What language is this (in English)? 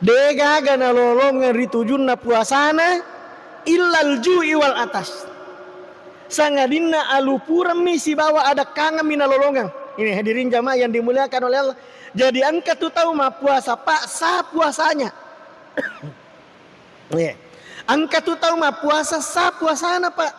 Buginese